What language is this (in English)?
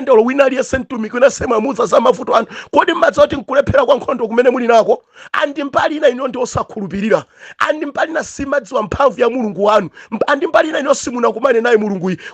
Nyanja